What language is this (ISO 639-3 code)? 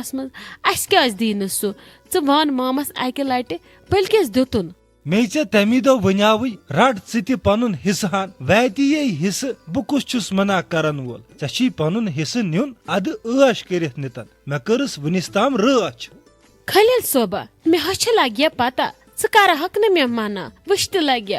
kas